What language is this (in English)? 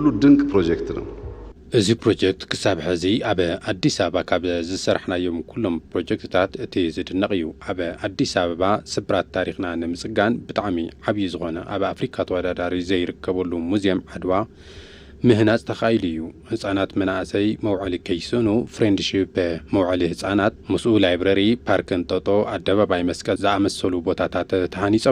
Tigrinya